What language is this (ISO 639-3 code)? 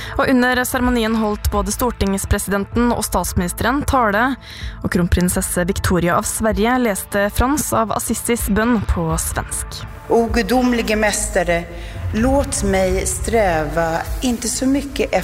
nor